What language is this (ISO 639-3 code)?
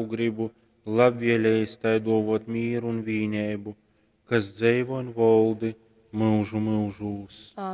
ltg